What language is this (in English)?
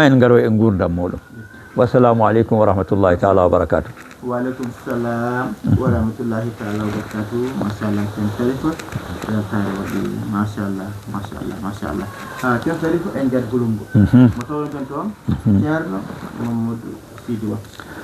Fula